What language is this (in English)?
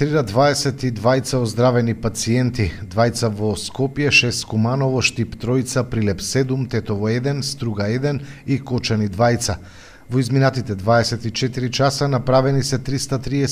Macedonian